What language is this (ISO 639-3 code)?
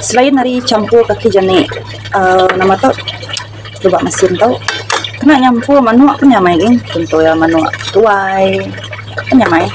iba